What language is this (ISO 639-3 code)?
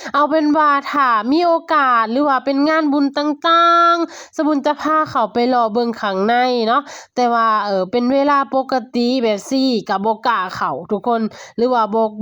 lao